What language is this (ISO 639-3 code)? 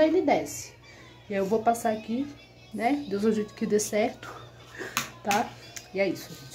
por